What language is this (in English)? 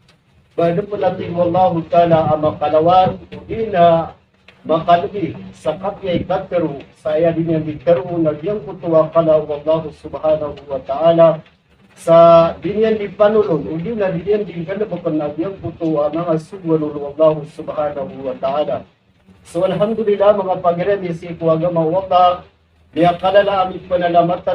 Maranao